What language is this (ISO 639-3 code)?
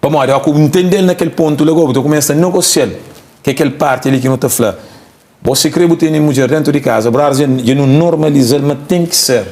kea